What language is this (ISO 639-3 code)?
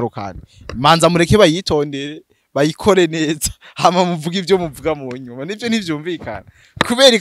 run